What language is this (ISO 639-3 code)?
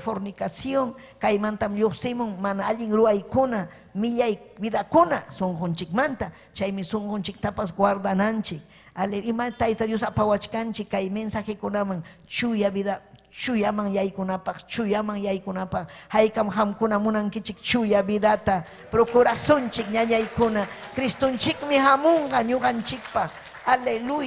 quy